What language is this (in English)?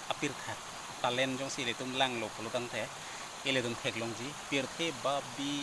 Karbi